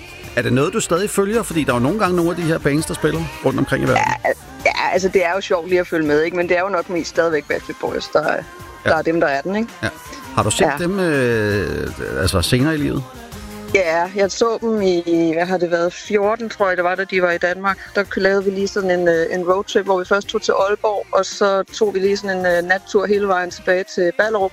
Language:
Danish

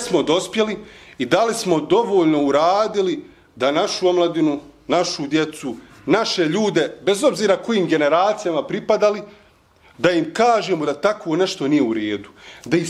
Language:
Bosnian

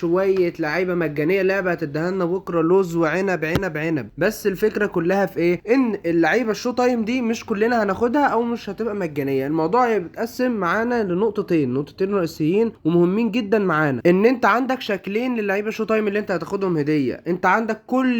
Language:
Egyptian Arabic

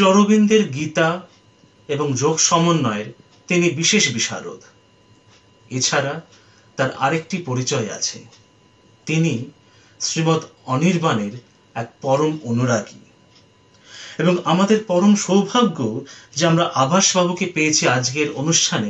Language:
Bangla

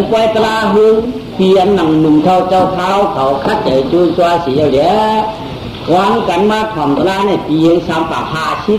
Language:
Shan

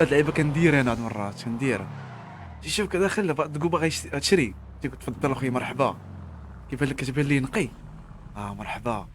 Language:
Moroccan Arabic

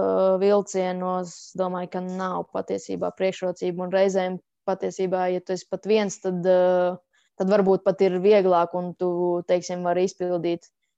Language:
Latvian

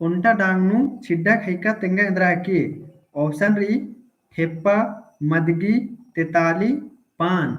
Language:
Kurukh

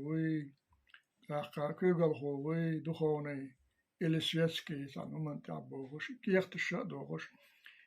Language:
Chechen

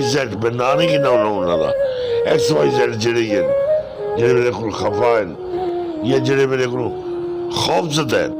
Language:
Saraiki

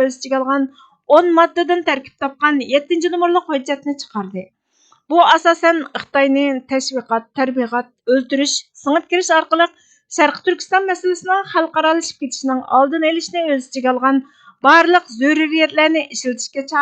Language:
Uyghur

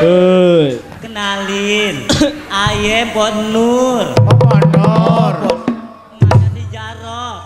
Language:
Betawi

